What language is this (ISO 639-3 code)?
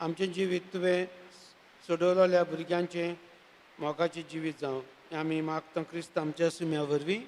kok